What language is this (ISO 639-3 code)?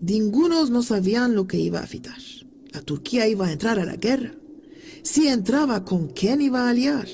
lad